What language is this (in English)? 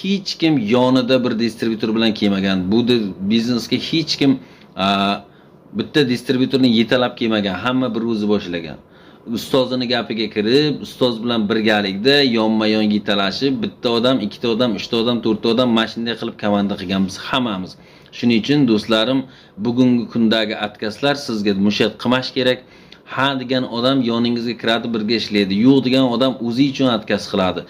Uzbek